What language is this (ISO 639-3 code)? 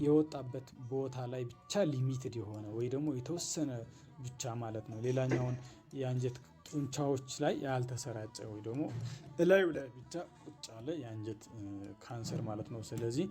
amh